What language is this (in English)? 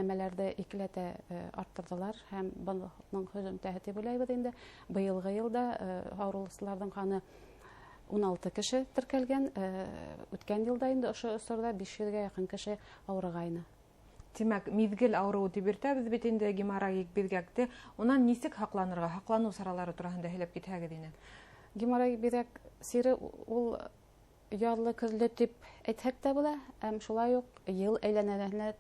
Bashkir